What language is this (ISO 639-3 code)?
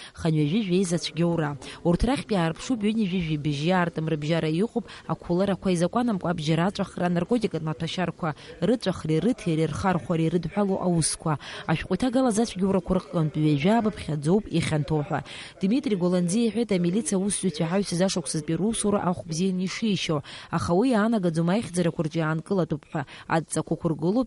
abk